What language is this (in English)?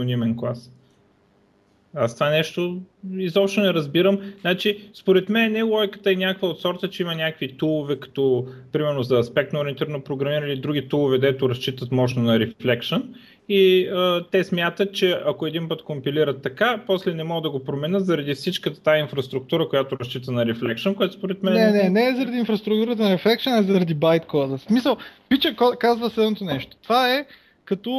Bulgarian